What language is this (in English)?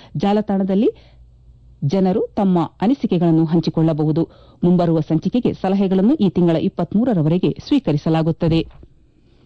Kannada